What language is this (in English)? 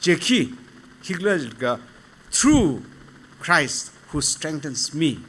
Tangkhul Naga (India)